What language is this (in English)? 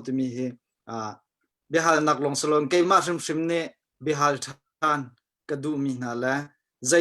Hakha Chin